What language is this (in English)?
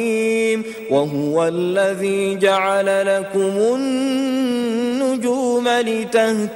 Arabic